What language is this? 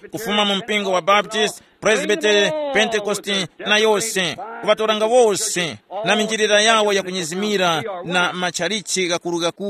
Tumbuka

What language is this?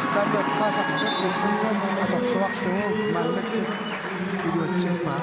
Kalaallisut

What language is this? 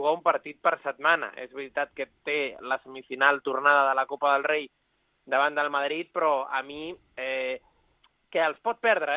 Catalan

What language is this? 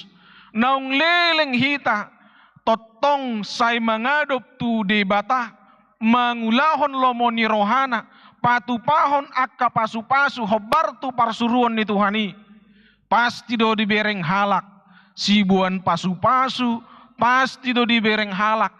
Batak Toba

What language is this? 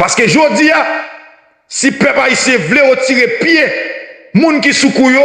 Haitian Creole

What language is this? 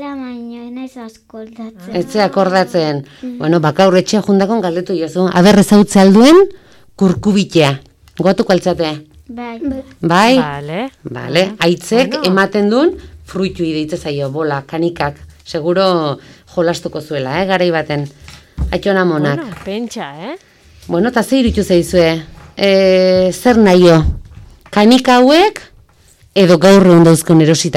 Basque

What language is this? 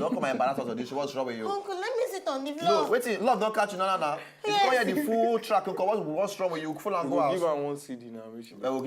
Nigerian Pidgin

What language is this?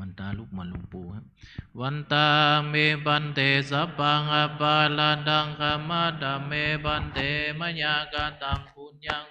Pali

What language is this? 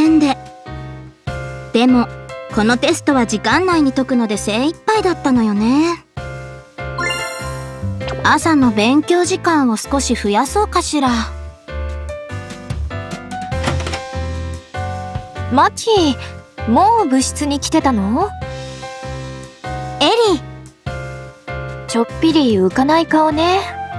Japanese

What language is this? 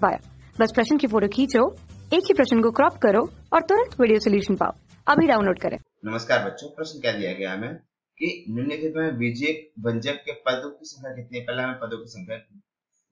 Hindi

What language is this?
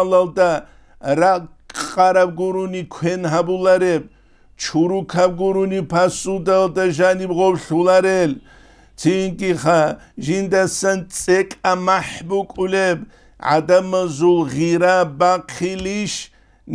Avaric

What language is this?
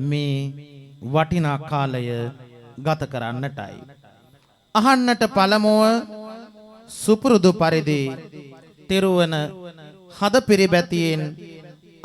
Sinhala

